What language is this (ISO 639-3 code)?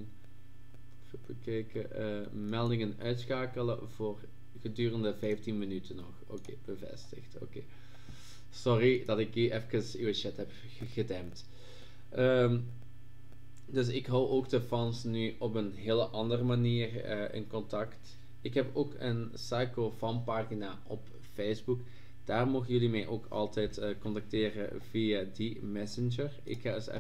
nld